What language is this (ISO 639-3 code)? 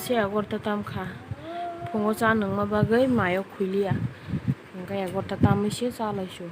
trp